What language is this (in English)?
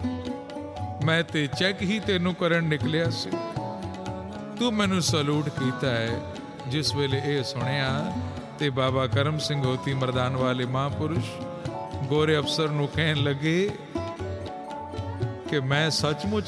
Punjabi